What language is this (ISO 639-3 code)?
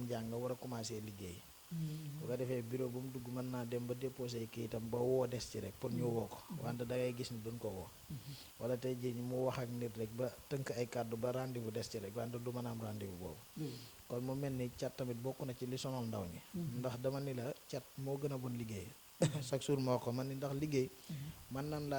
wol